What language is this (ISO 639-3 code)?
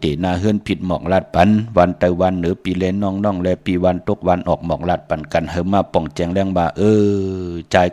shn